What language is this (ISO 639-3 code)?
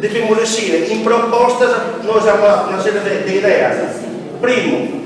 srd